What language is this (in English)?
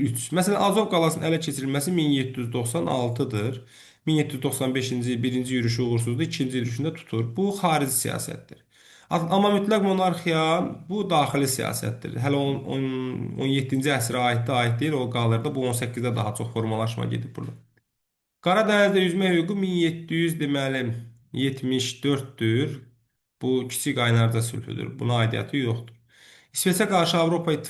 Azerbaijani